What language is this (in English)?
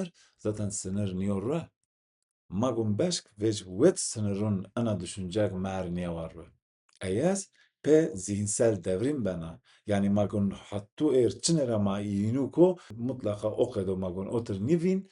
Zaza